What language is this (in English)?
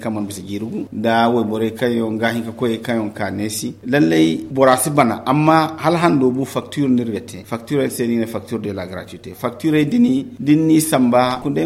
Zarma